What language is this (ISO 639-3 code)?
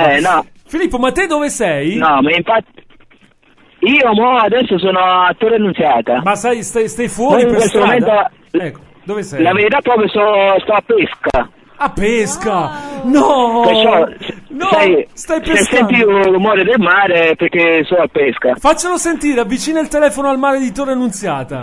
ita